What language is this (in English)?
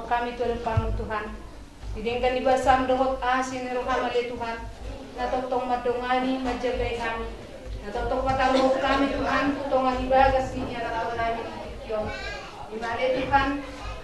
Batak Toba